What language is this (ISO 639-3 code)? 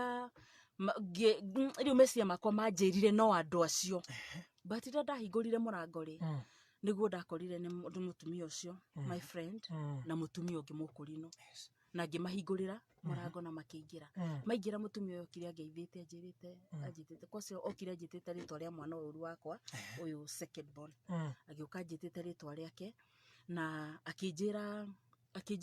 kik